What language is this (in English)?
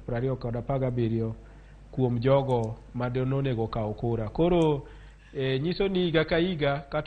Luo (Kenya and Tanzania)